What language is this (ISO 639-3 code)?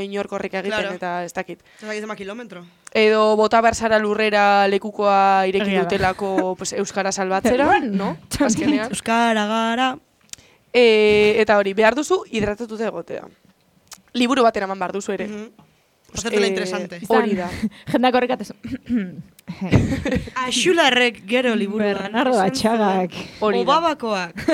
eus